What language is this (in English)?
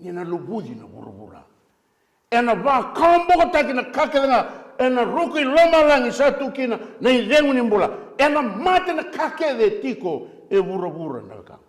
Fijian